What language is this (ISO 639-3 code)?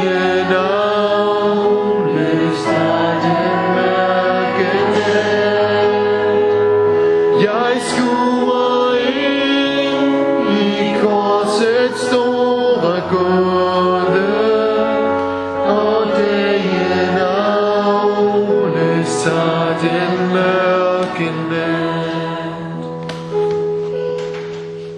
dan